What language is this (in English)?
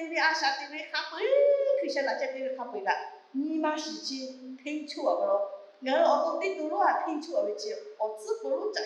Lahu